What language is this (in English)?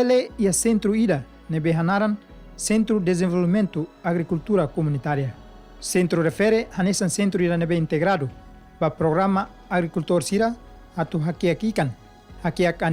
Tetum